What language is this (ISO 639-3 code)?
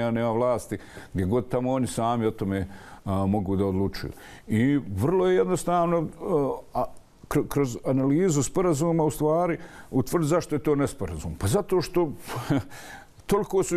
bos